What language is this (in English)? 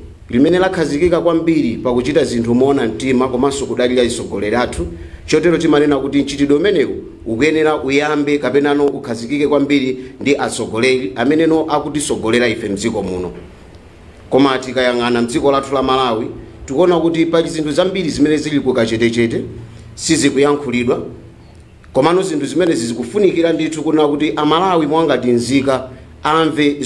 Nyanja